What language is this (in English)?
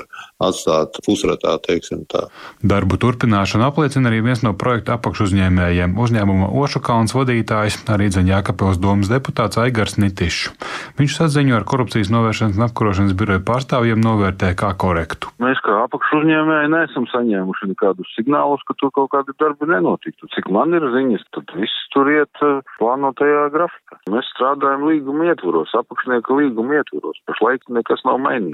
Latvian